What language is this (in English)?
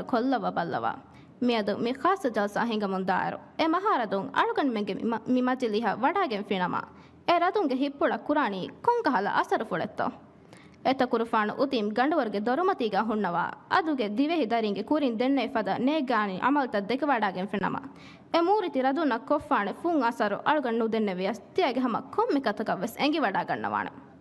Divehi